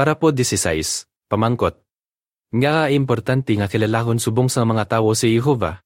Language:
Hiligaynon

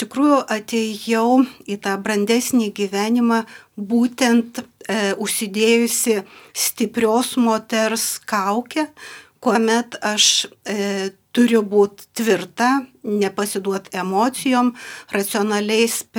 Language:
Lithuanian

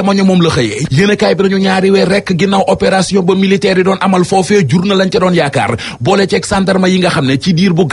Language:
Wolof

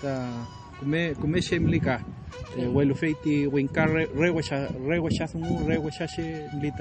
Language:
Mapuche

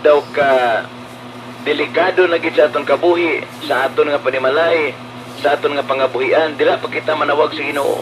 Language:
Hiligaynon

